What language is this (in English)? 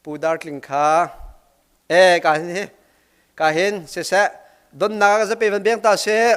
Hakha Chin